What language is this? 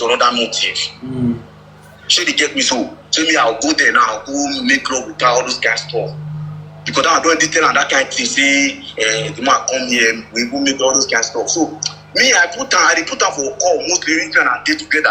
Nigerian Pidgin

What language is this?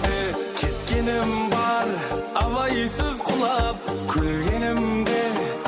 Kara-Kalpak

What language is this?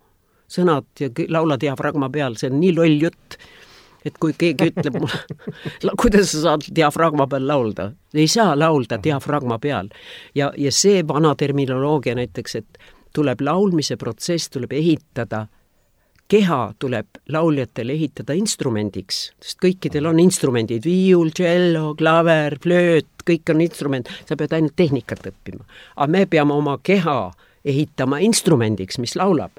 Estonian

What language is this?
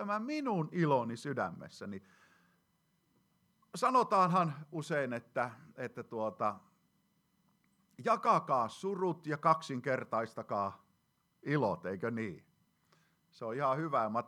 Finnish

